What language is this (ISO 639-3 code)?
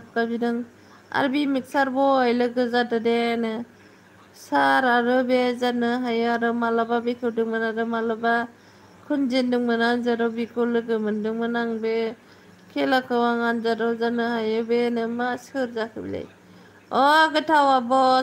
brx